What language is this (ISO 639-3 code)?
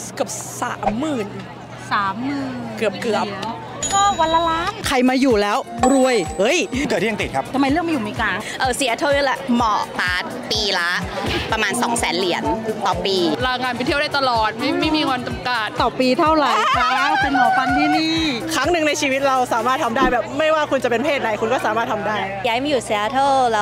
tha